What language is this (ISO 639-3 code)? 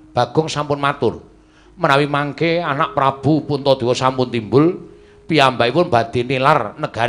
jav